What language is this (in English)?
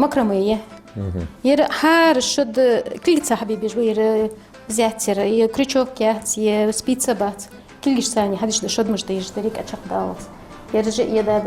Ingush